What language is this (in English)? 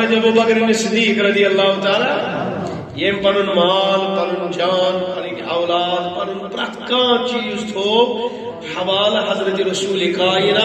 Kashmiri